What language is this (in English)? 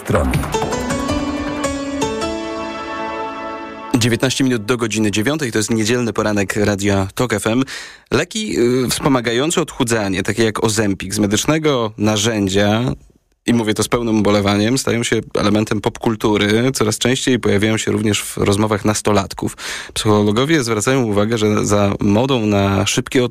Polish